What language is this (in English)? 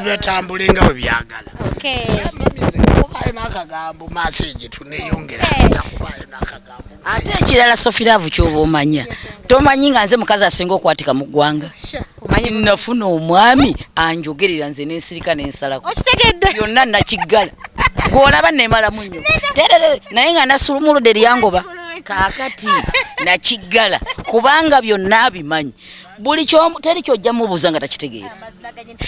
Ganda